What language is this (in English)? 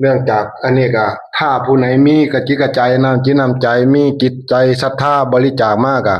Northeastern Thai